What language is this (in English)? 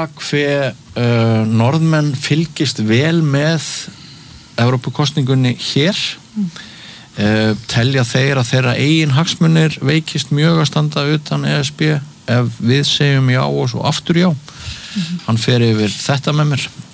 Icelandic